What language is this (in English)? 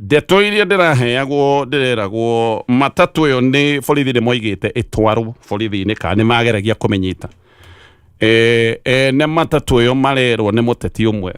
Kikuyu